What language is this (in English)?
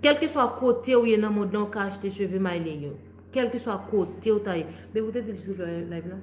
Haitian Creole